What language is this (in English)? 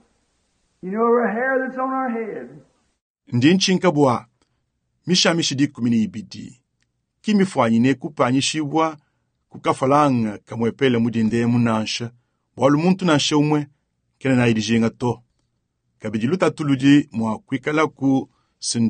Luba-Lulua